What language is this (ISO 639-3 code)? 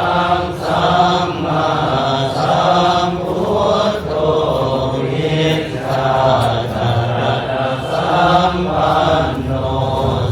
pli